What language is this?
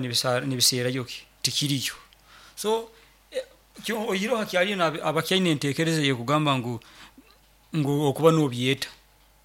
Nyoro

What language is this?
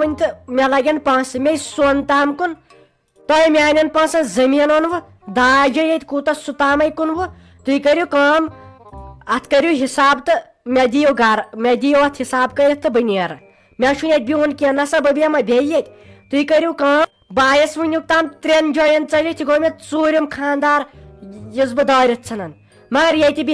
Kashmiri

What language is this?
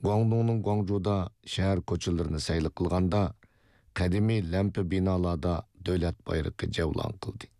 Uyghur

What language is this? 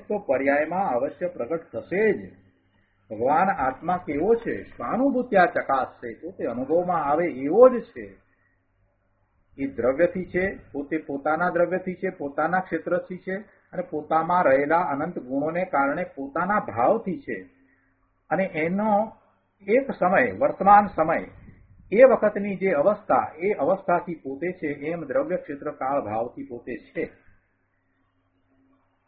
Gujarati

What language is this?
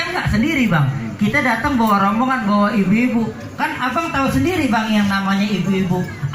Betawi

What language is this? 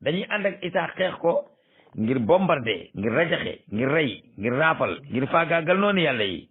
Wolof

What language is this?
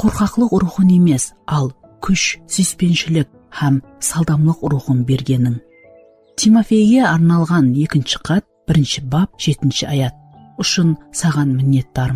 Kara-Kalpak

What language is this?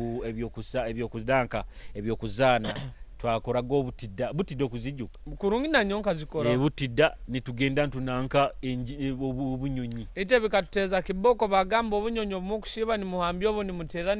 Nyoro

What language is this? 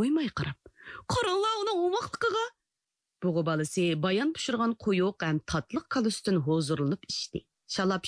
Uyghur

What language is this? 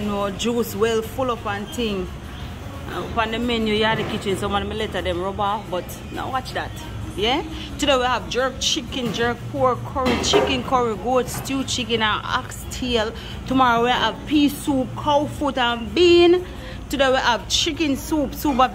Jamaican Creole English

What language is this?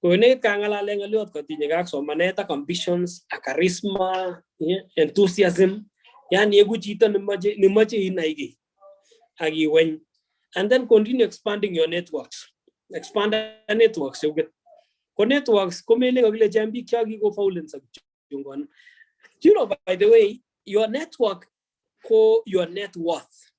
Kalenjin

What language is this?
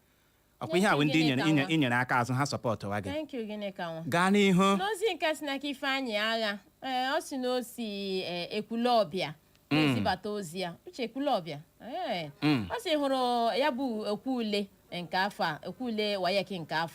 Igbo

